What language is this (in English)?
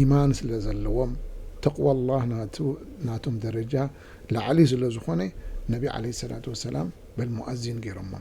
Tigrinya